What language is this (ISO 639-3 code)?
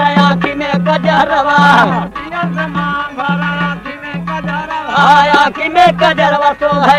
bho